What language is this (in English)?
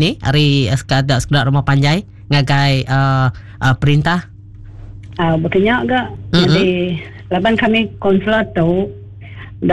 Iban